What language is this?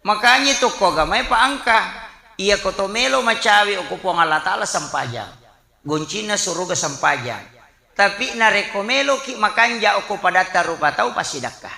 Buginese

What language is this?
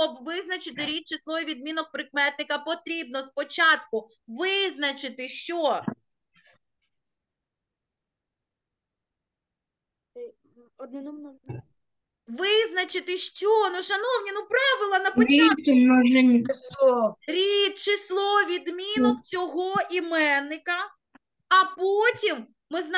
Ukrainian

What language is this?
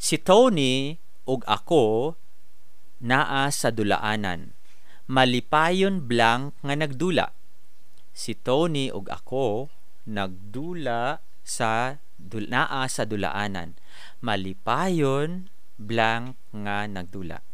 Cebuano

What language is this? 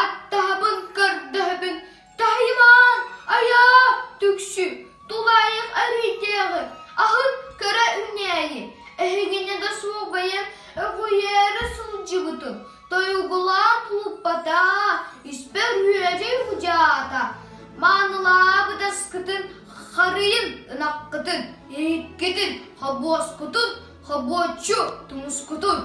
Yakut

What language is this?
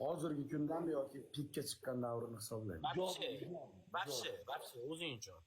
Uzbek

